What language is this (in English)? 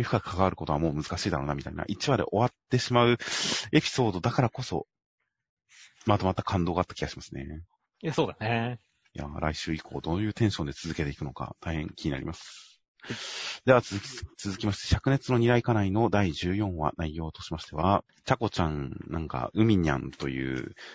Japanese